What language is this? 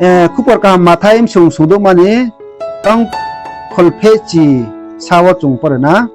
Riang (India)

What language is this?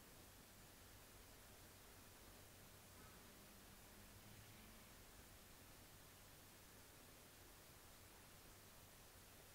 Italian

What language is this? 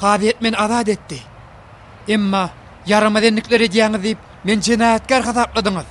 Turkmen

